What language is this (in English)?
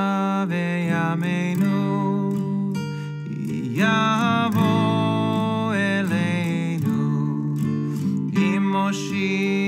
Hebrew